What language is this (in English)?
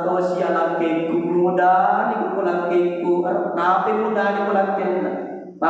Buginese